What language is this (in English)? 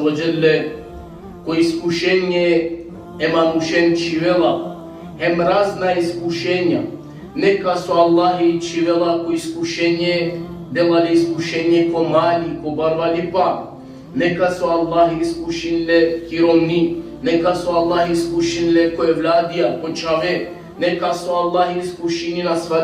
Balkan Romani